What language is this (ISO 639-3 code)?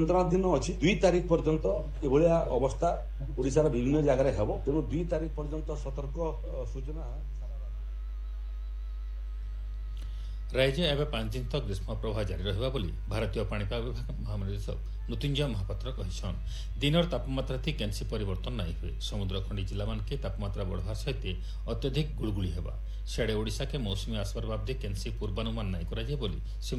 ori